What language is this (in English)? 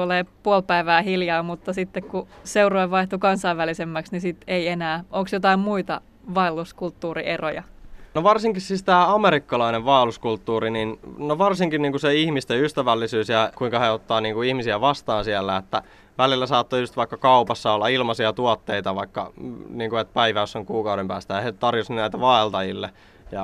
Finnish